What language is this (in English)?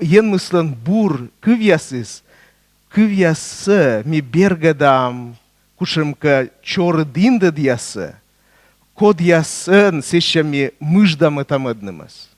Komi